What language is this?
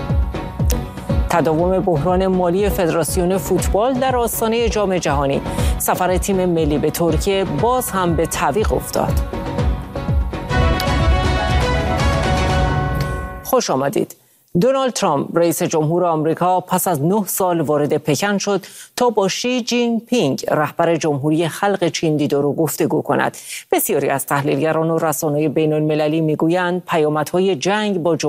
Persian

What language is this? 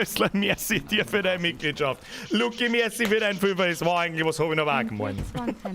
Bavarian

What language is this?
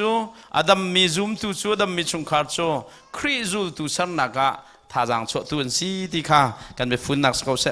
Hakha Chin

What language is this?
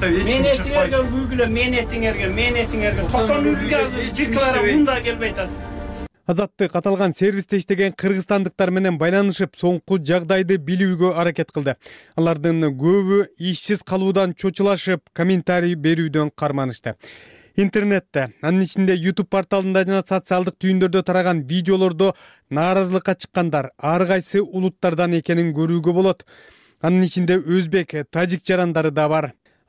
Kyrgyz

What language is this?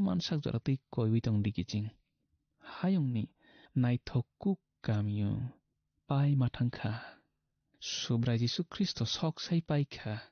Kok Borok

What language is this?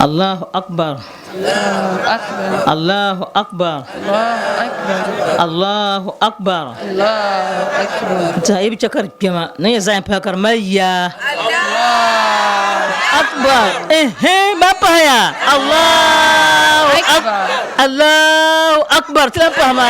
Dagbani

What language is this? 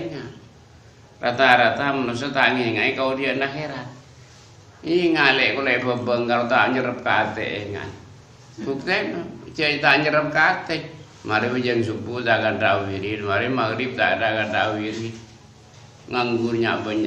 Madurese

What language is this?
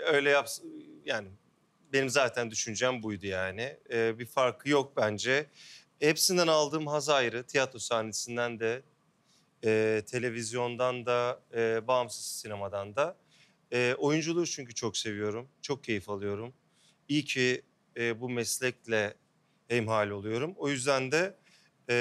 Turkish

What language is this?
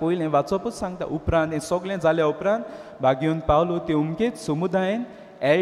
Konkani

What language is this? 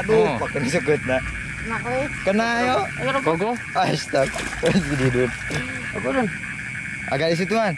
Betawi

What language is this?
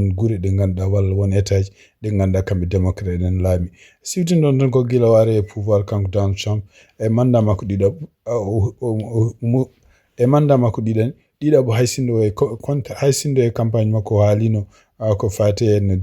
Fula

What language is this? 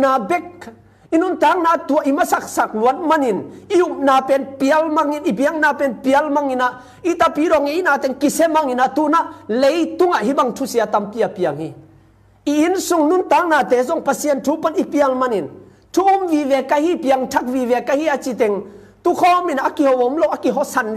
Tedim Chin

